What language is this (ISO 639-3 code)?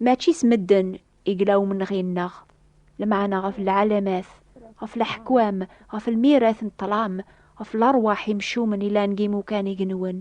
kab